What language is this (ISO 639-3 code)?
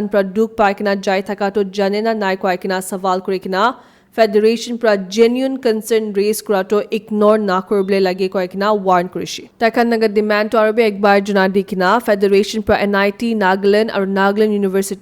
nag